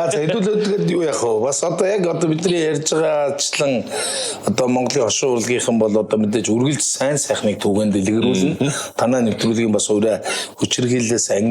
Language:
Mongolian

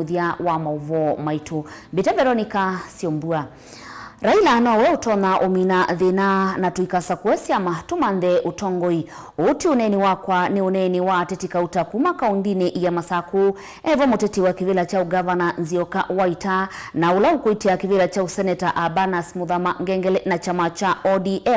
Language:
Kamba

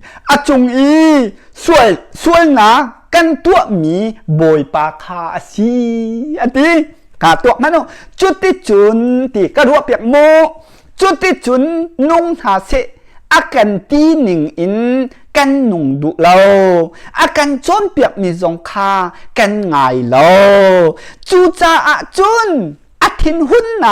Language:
Hakha Chin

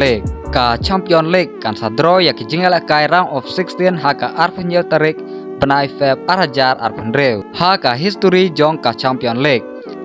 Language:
Khasi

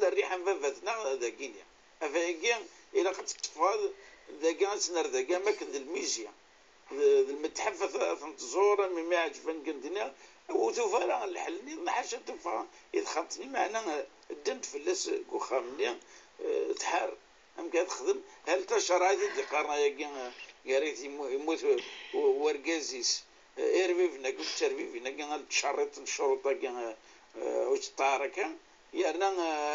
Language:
Kabyle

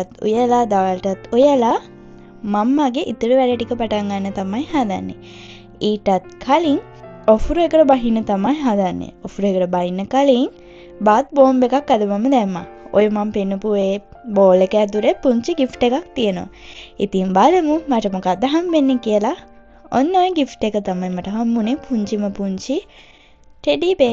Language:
Sinhala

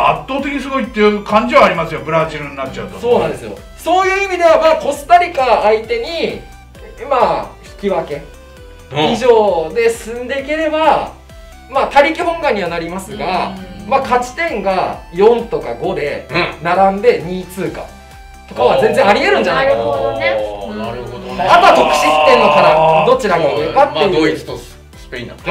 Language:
Japanese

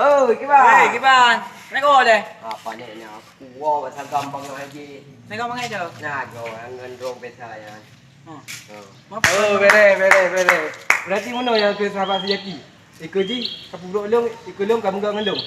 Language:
Achinese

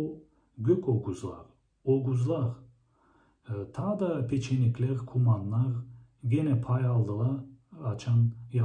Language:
Gagauz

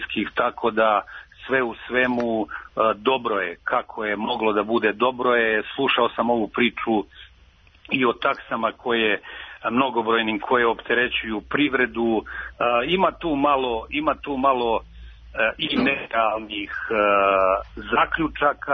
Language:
Serbian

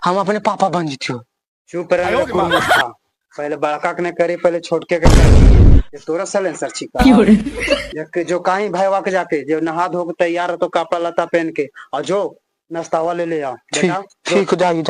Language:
Magahi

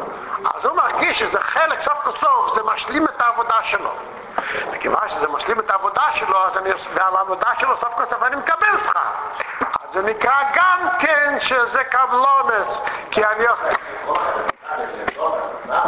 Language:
Hebrew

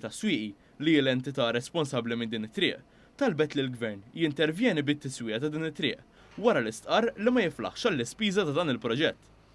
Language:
Maltese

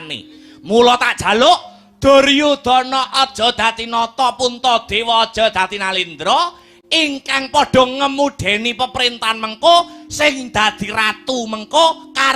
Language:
Javanese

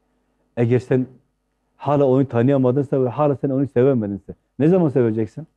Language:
Turkish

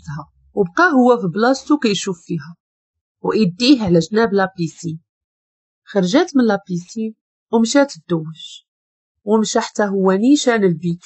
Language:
Moroccan Arabic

